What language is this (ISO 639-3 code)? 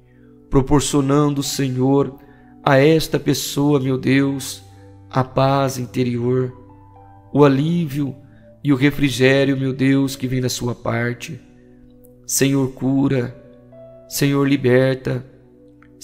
por